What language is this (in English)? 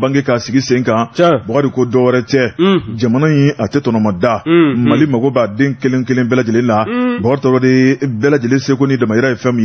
Bambara